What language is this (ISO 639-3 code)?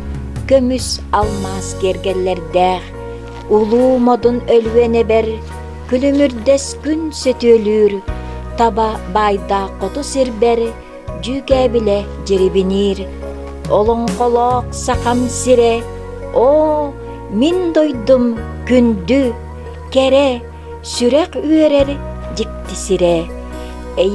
sah